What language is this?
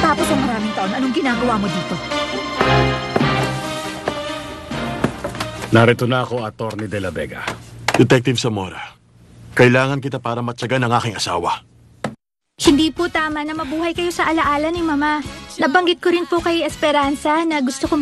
Filipino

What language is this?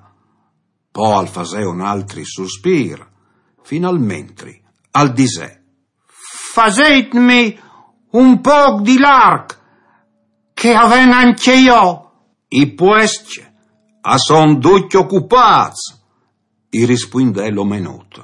Friulian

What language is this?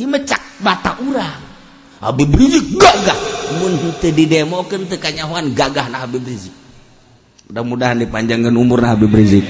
Sundanese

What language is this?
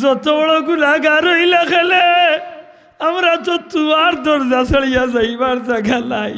Sylheti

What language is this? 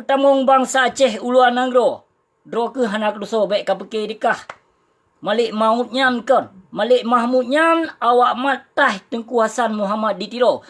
Achinese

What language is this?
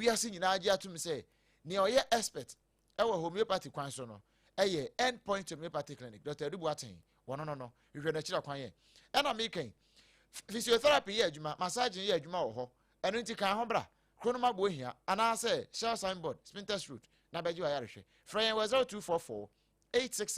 Akan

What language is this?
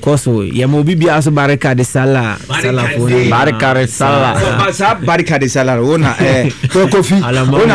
Akan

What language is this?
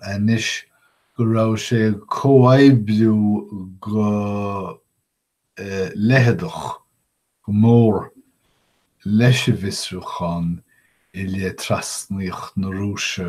Irish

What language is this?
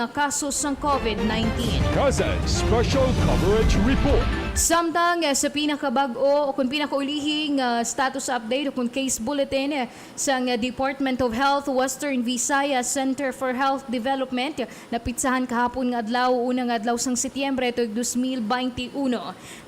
Hiligaynon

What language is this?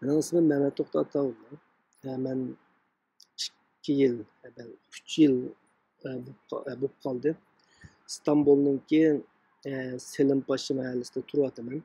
Uyghur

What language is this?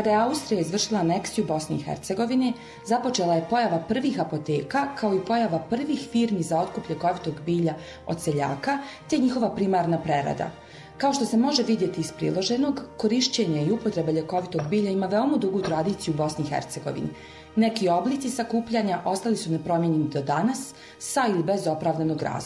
Bosnian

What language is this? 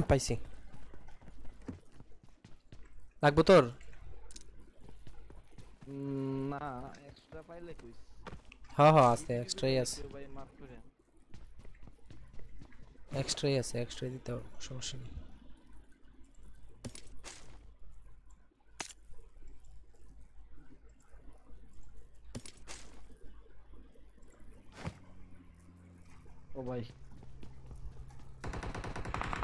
Bangla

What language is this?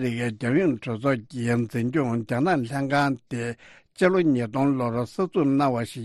Tibetan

